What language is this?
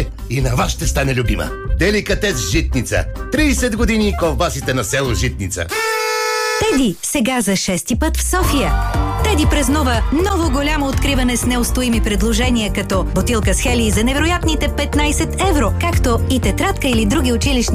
Bulgarian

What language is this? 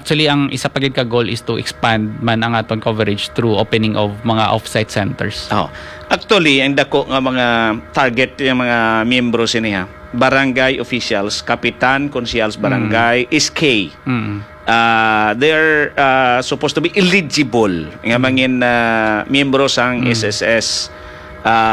Hiligaynon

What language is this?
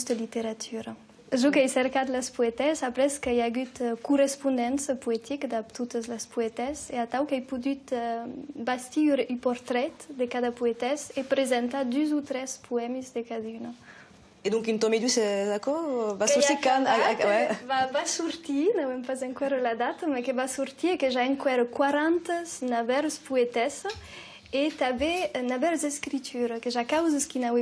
Occitan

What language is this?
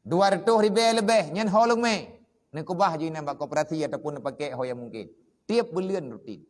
Achinese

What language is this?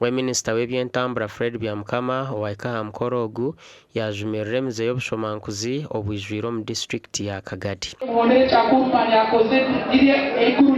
Nyankole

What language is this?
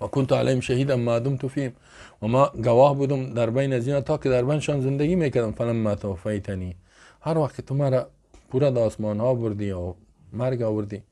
Persian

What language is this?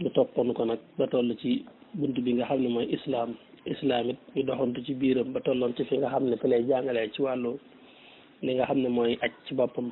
Wolof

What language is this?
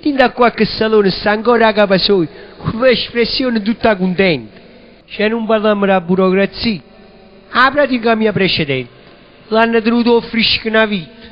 Neapolitan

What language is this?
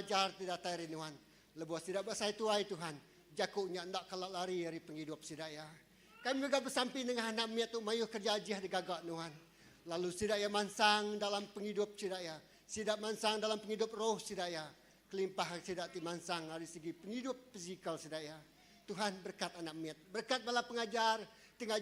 Iban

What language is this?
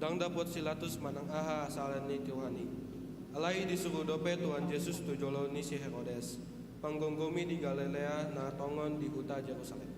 Batak Toba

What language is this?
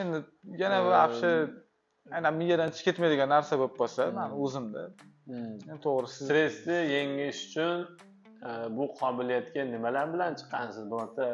Uzbek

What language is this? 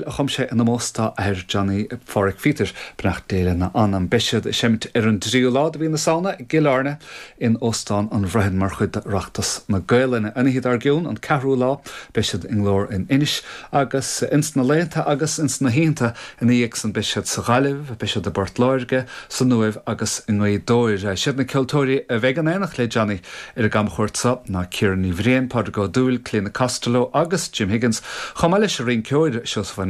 Irish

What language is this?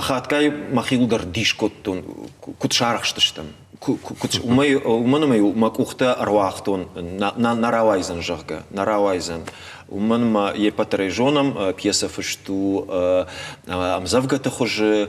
Ossetic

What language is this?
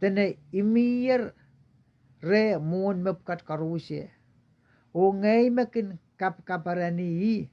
Pohnpeian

